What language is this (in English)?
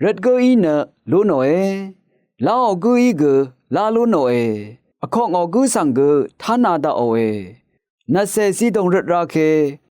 Rawang